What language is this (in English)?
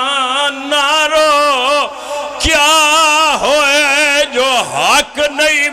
Pahari-Potwari